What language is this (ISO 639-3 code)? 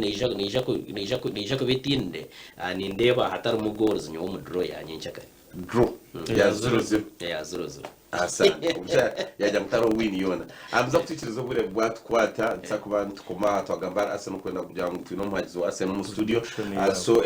nyn